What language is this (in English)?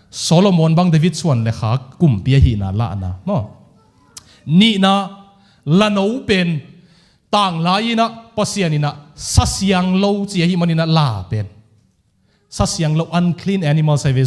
Tedim Chin